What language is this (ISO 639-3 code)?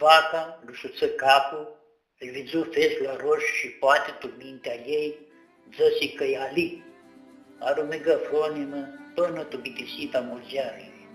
rup